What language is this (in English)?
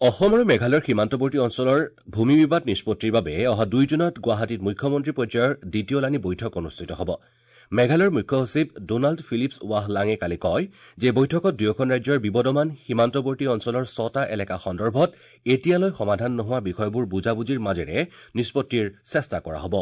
Assamese